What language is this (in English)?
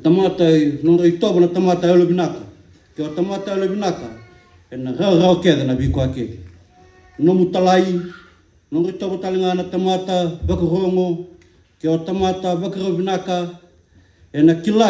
Fijian